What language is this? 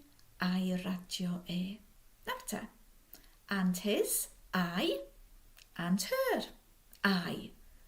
Welsh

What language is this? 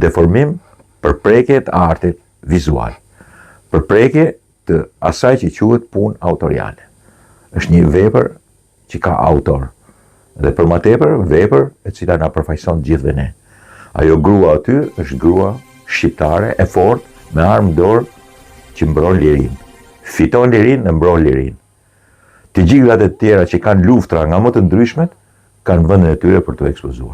Albanian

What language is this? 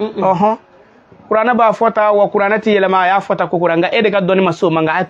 Bambara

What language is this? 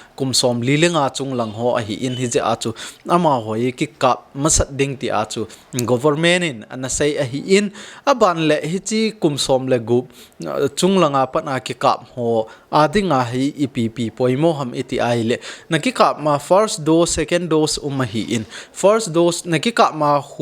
Thado Chin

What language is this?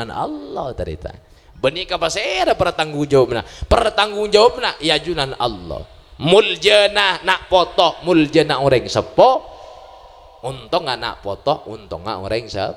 Madurese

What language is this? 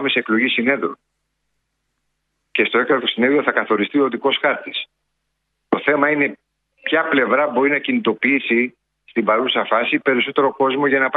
Greek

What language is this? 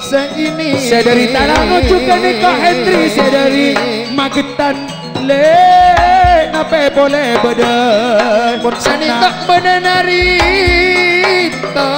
Madurese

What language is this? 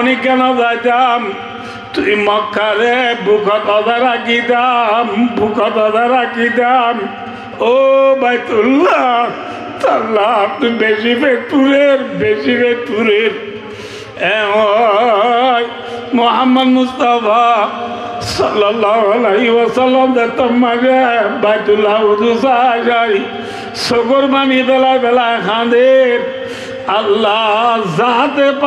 Rohingya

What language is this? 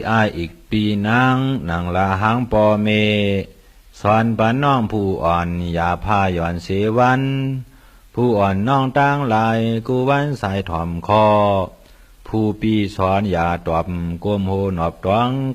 Shan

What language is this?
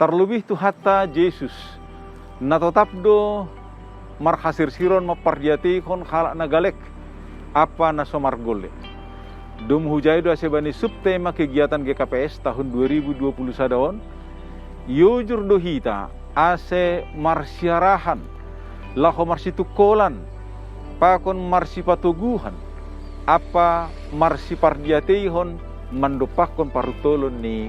Batak Simalungun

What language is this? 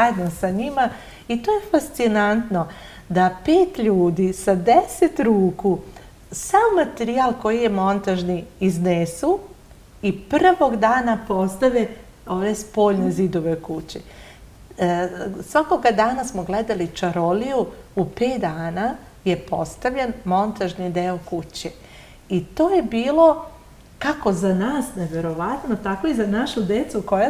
Serbian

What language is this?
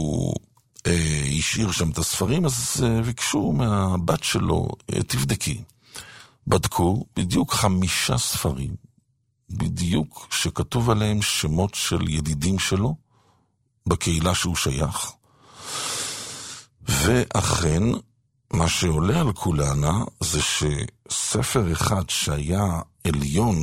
Hebrew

